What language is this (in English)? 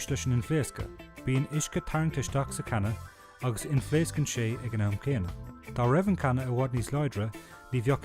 Irish